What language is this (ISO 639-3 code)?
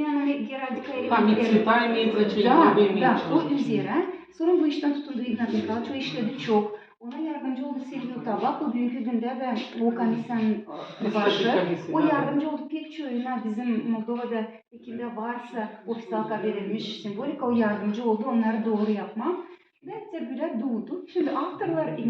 gag